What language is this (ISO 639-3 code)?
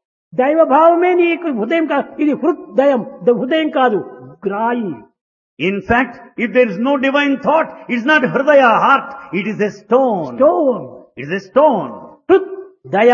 tel